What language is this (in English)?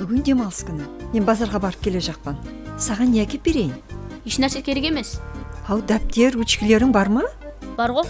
Kara-Kalpak